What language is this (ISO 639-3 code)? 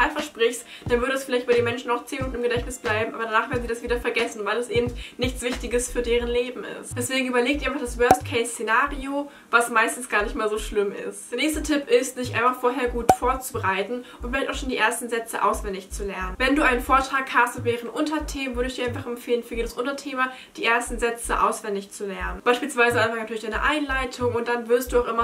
deu